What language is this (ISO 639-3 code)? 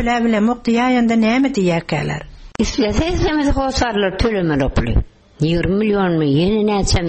tuk